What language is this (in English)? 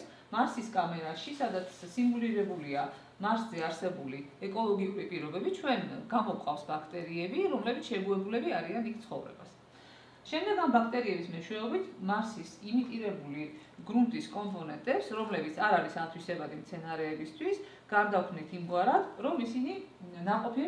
Georgian